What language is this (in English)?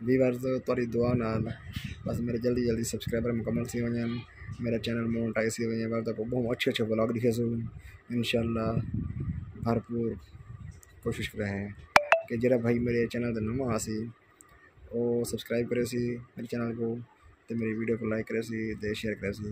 Saraiki